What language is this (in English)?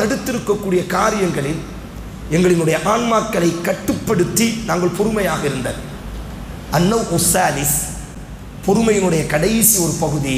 Tamil